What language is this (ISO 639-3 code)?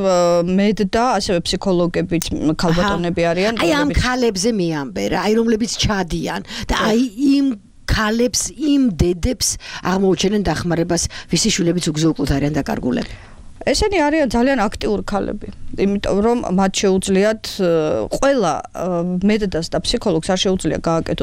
kat